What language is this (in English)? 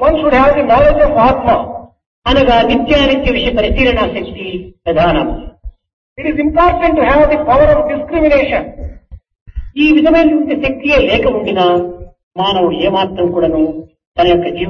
Telugu